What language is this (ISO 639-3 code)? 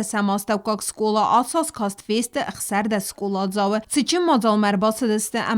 oss